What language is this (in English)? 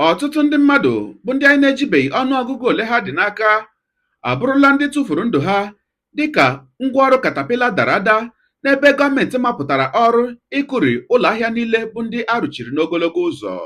Igbo